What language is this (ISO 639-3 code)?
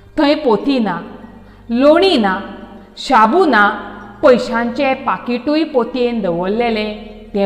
kok